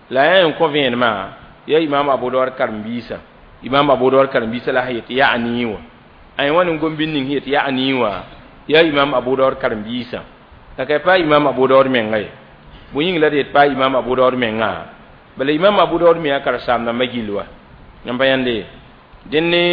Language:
Mossi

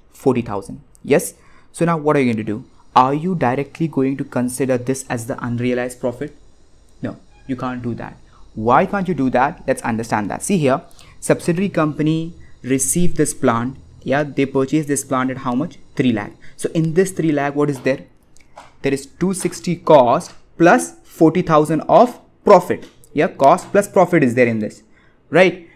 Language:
English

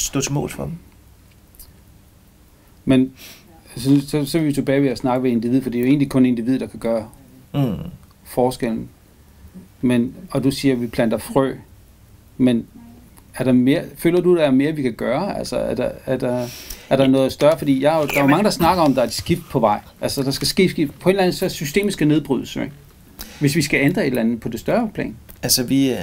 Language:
Danish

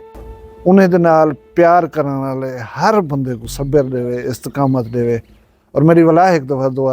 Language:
Saraiki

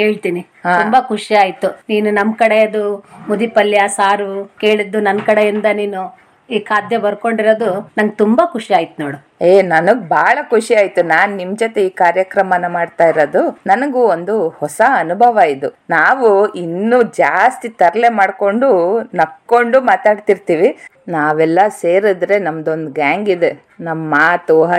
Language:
Kannada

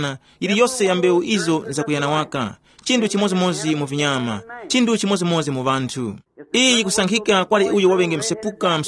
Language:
Tumbuka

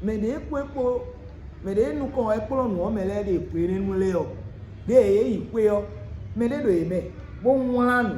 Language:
Fon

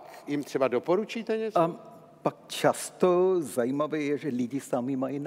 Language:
Czech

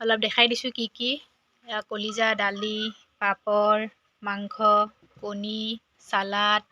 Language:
Assamese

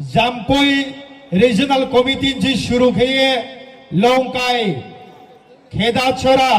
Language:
Riang (India)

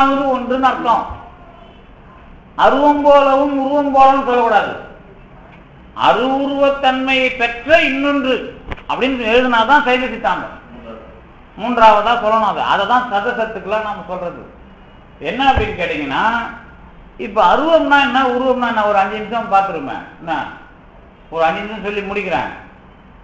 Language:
Tamil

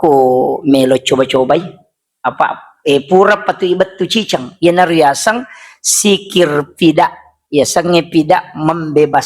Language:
Buginese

